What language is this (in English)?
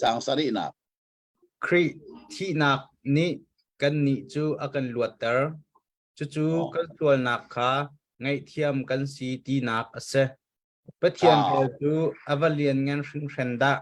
Hakha Chin